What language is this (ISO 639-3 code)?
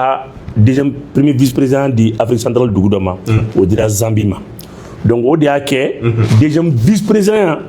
bam